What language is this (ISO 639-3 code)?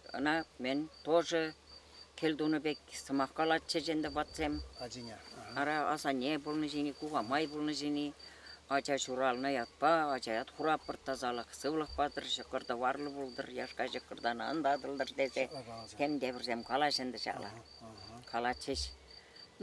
chv